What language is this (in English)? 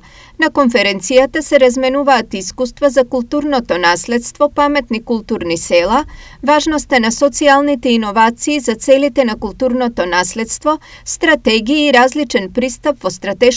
Macedonian